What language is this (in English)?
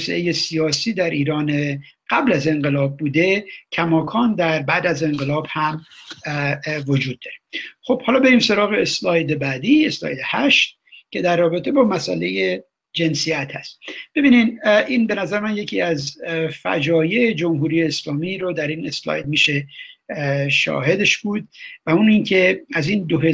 Persian